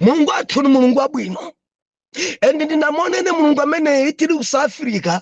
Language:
Nyanja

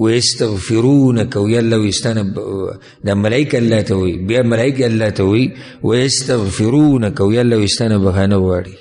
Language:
Pashto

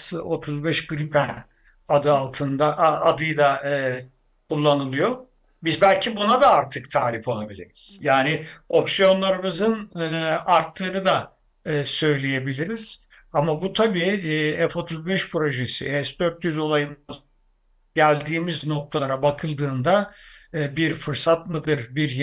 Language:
Turkish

